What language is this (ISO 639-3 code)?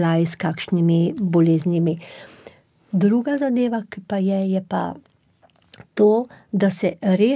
slv